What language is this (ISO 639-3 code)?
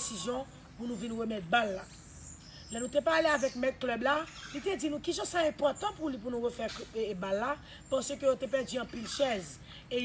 hat